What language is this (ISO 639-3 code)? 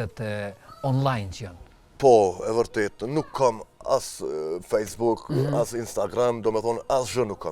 sqi